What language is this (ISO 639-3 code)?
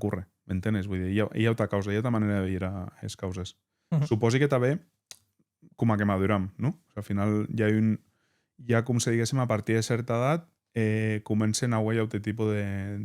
oci